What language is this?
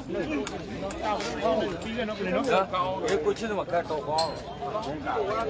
Burmese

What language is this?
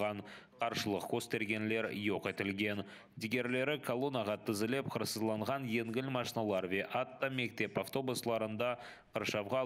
Crimean Tatar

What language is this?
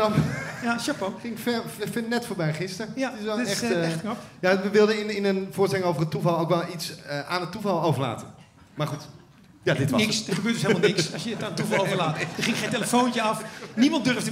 Dutch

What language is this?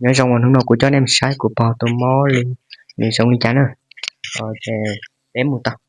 Hmong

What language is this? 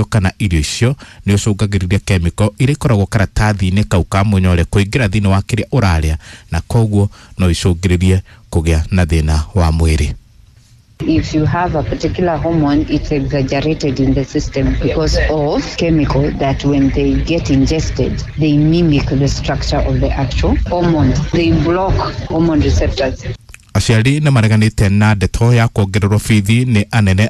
Kikuyu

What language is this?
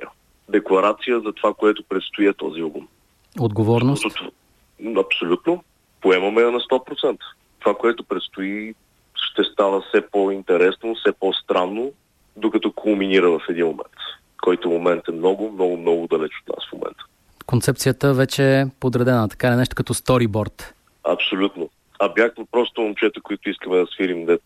Bulgarian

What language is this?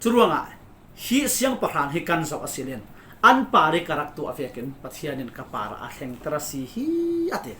Falam Chin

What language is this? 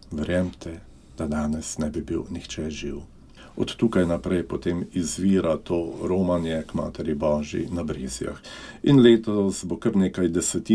Slovenian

